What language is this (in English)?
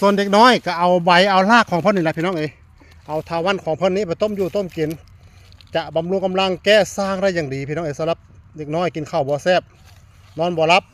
Northeastern Thai